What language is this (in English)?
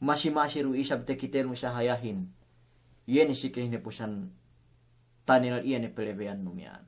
Yakan